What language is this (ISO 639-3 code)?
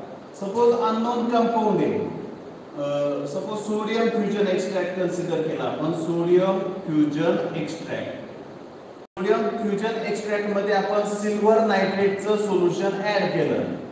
mar